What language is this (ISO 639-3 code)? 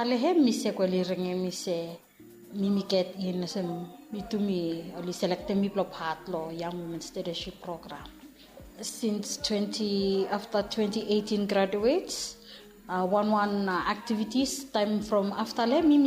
bis